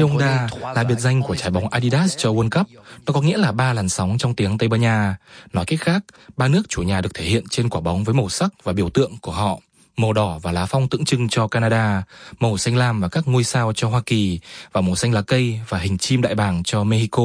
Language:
Vietnamese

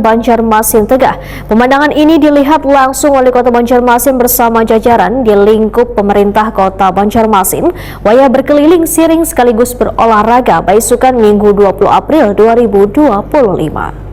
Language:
Banjar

